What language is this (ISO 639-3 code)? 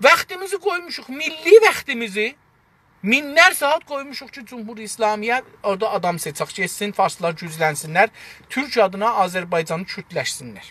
azb